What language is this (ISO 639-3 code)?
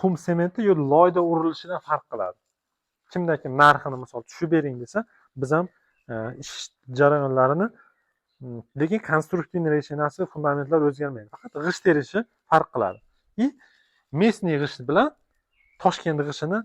uzb